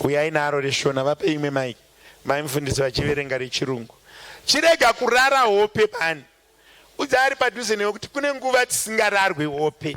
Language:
Shona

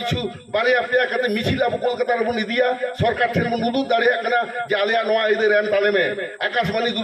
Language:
Santali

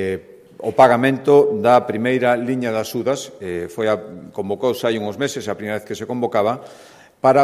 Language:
Galician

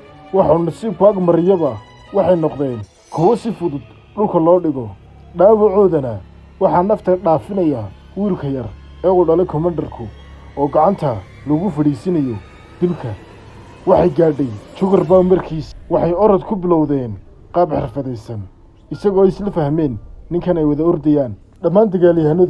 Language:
Somali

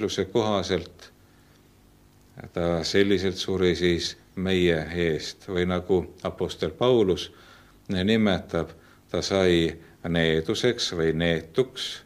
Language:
Estonian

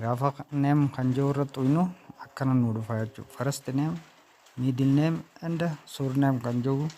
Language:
Oromo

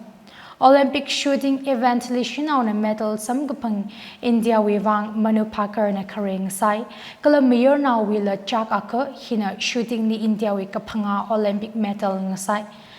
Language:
Tangkhul Naga (India)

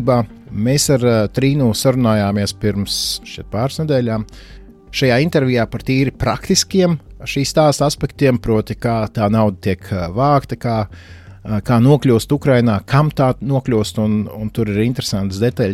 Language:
Latvian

